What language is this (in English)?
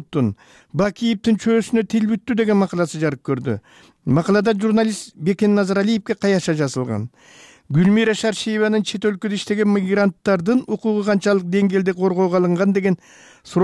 Kyrgyz